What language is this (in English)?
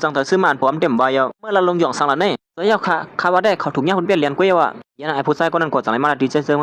Shan